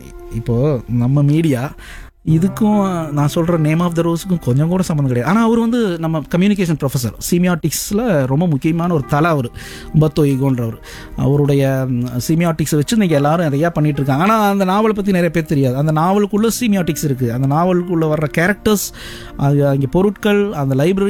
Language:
Tamil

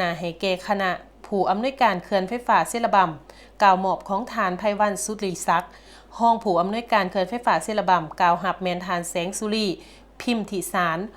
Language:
Lao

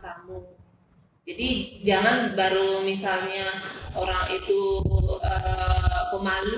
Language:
Indonesian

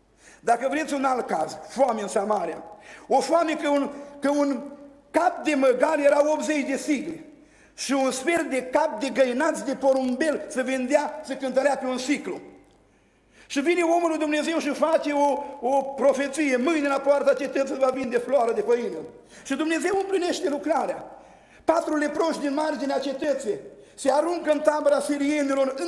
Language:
Romanian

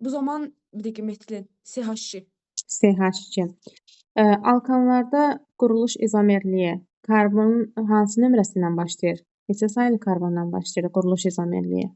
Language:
Azerbaijani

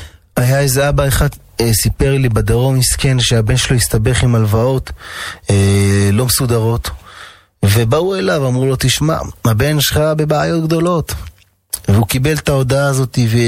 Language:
Hebrew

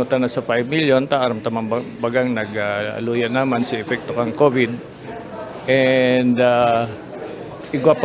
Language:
Bikol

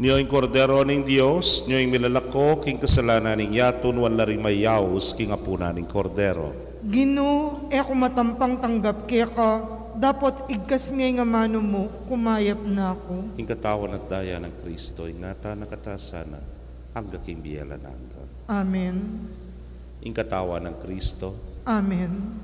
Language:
Pampanga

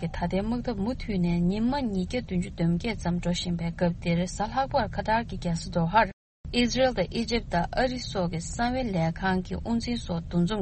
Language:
Tibetan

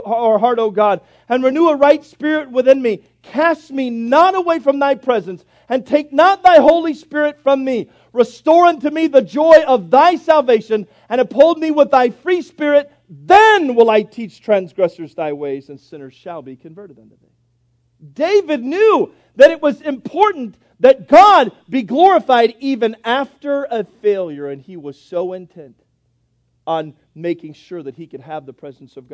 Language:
English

